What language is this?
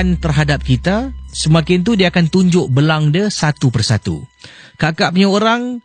Malay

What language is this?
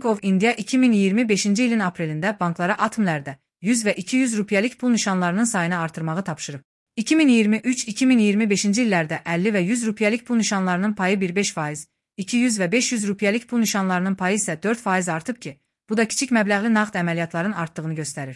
Azerbaijani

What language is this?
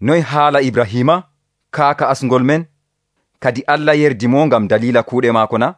Nigerian Fulfulde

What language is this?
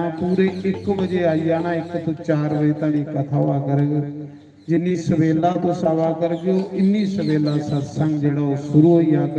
Dogri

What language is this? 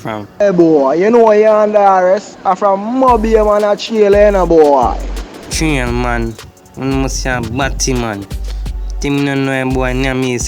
Jamaican Creole English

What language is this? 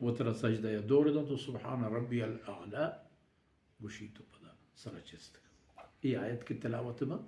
Baluchi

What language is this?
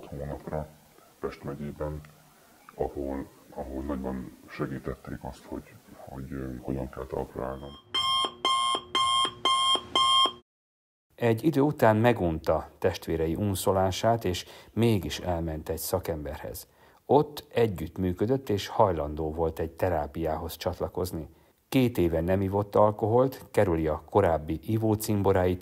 Hungarian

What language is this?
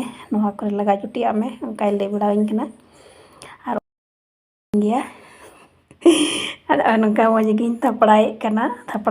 Santali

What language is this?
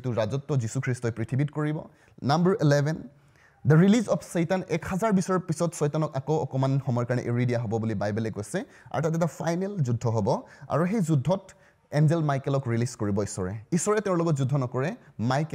Assamese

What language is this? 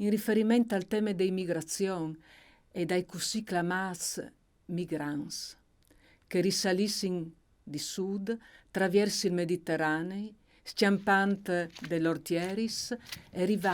Friulian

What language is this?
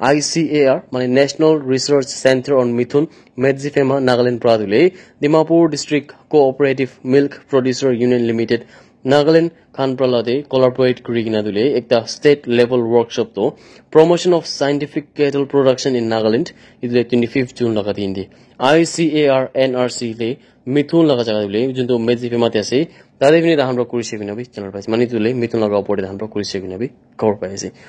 Naga Pidgin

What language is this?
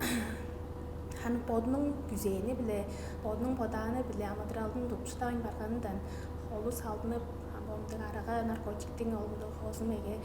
Tuvinian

